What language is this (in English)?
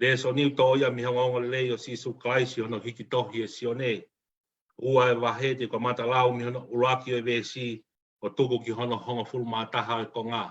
Tongan